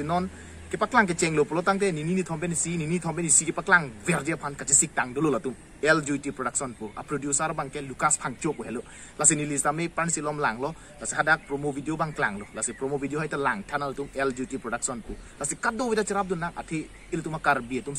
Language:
Karbi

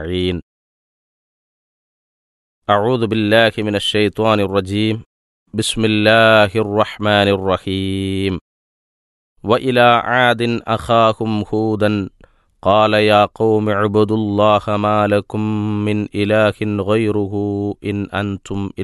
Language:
Malayalam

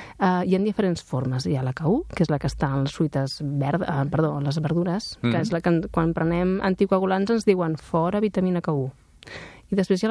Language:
Catalan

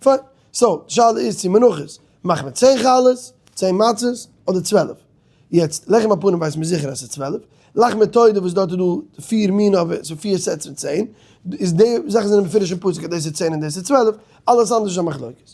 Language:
Yiddish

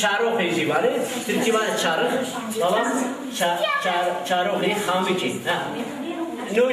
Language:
Zaza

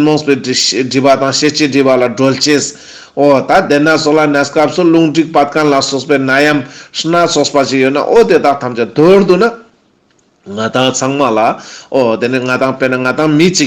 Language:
Ladakhi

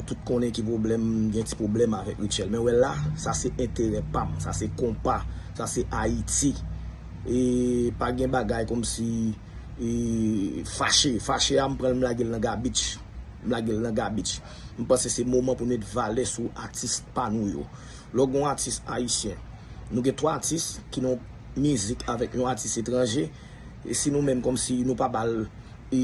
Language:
Haitian Creole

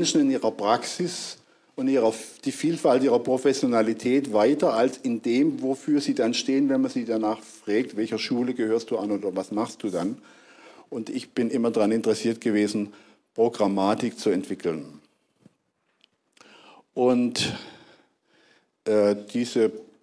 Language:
German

